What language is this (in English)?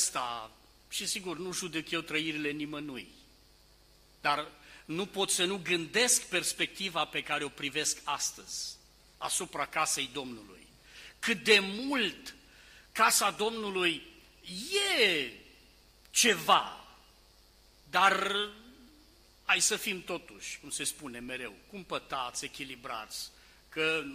Romanian